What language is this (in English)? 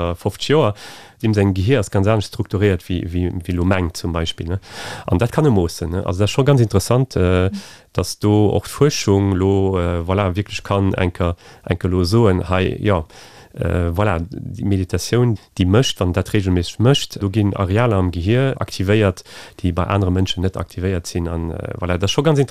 Luxembourgish